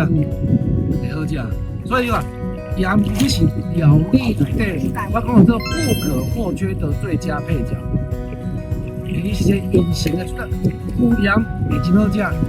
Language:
Min Nan Chinese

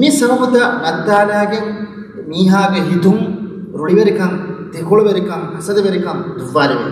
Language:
Divehi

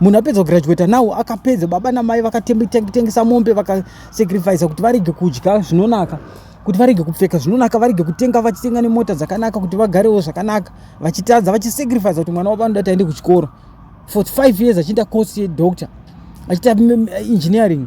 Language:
Shona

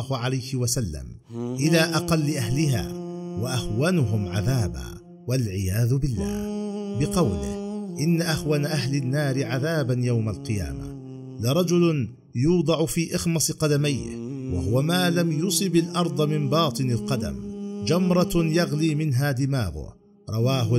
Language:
Arabic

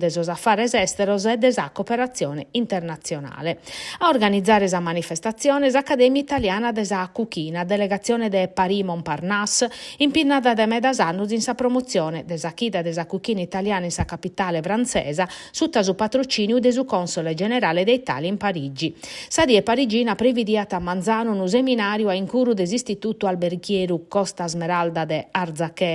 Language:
Sardinian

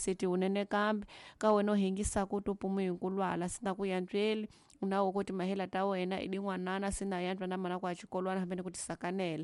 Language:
Tsonga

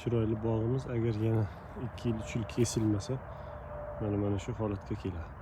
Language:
Uzbek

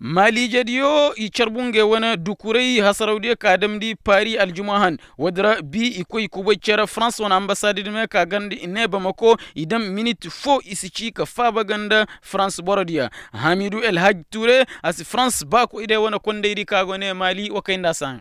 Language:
Koyraboro Senni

